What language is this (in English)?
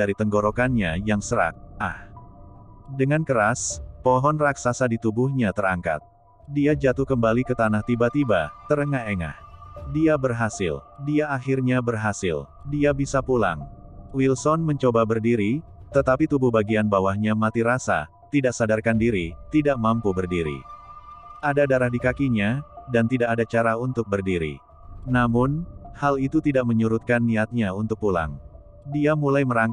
Indonesian